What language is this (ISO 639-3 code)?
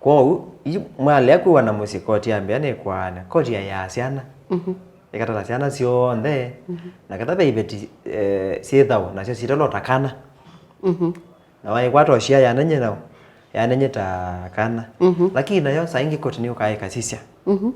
kam